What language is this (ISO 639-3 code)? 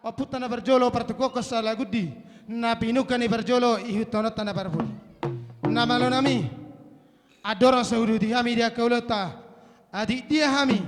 bbc